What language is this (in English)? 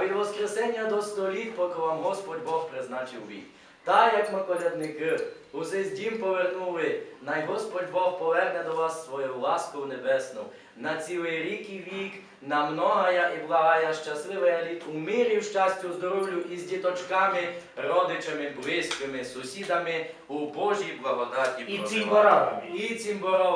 Rusyn